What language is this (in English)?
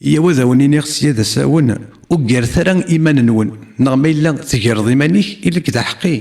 Kabyle